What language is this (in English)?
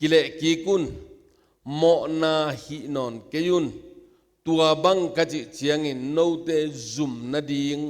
Tedim Chin